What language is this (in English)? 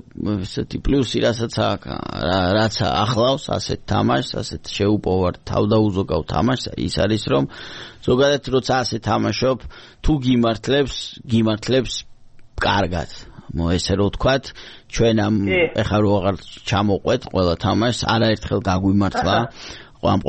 Georgian